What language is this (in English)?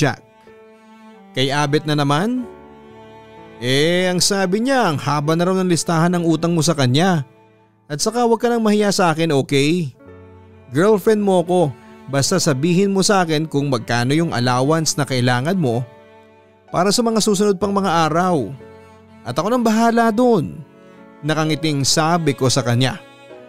Filipino